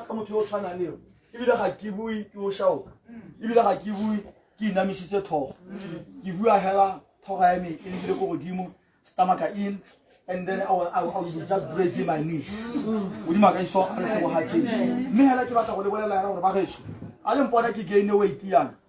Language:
Tswana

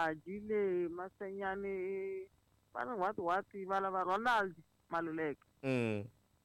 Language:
Tsonga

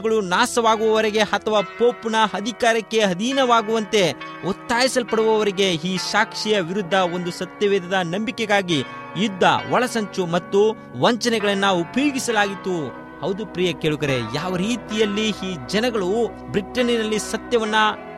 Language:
Kannada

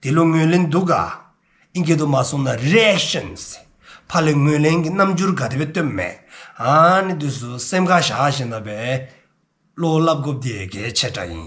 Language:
Dzongkha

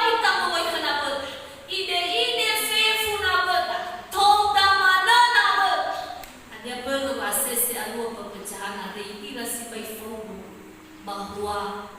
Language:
Nias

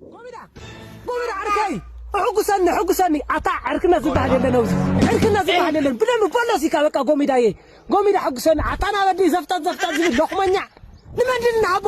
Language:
Tigrinya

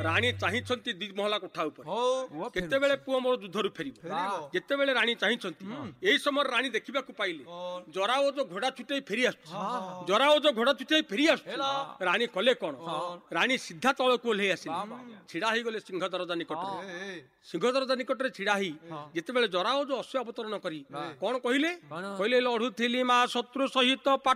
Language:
Odia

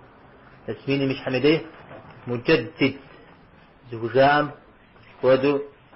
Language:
Kabardian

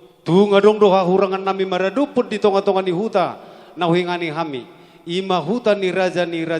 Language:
Batak Toba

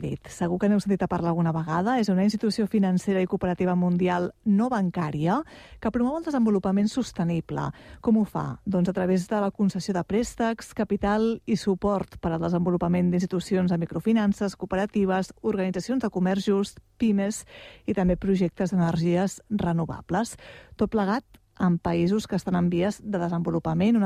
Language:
Catalan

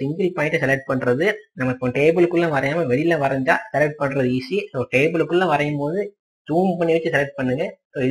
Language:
Tamil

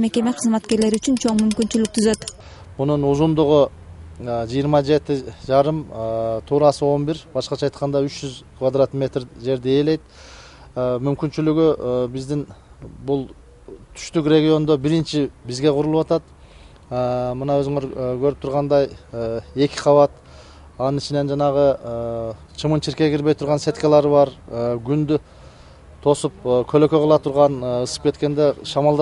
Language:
Kyrgyz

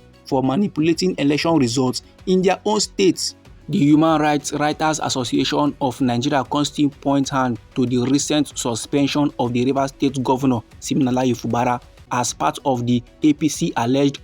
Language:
Nigerian Pidgin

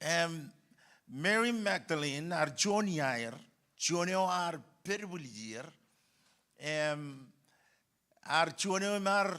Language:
Marshallese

